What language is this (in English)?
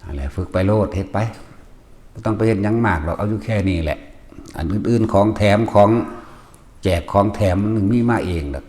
Lao